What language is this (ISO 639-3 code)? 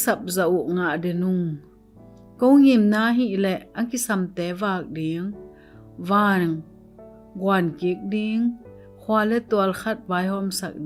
ctd